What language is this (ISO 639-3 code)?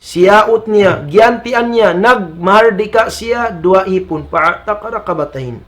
tsg